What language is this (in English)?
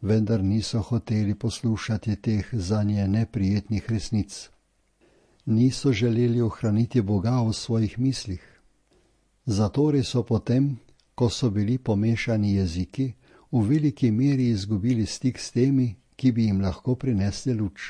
Slovenian